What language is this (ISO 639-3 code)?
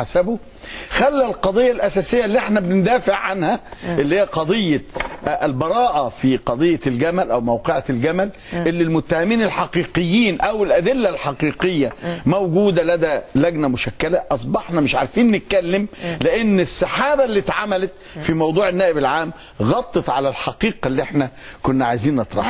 arz